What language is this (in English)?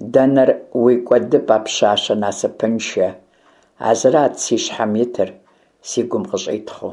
Kabardian